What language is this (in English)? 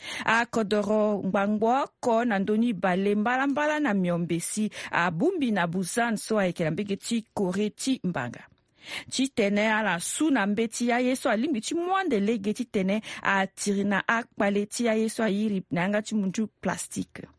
Sango